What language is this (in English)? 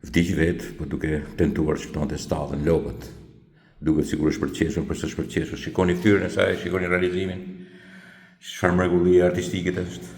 Albanian